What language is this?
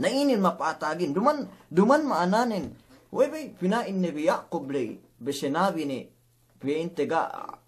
Yakan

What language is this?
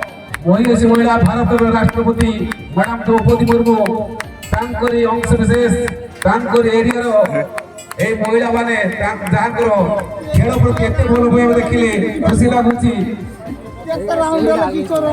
Santali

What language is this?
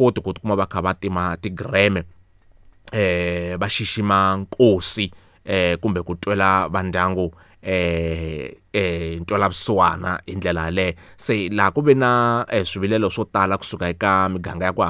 Tsonga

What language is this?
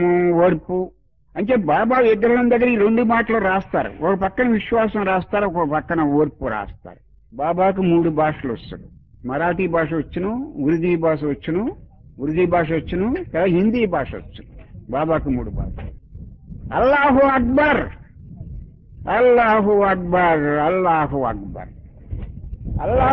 Telugu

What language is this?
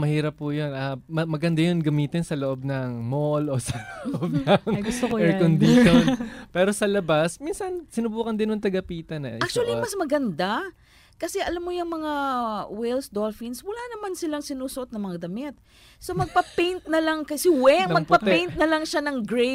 Filipino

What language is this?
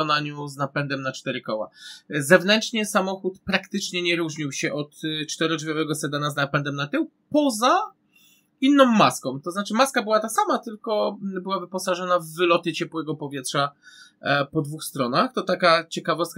Polish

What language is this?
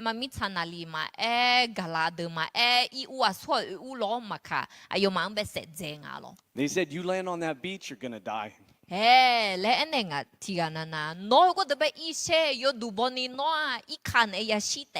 Akha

